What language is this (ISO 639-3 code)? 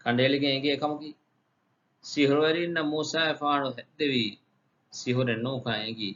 div